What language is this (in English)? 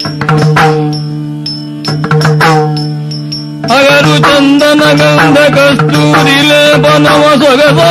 Kannada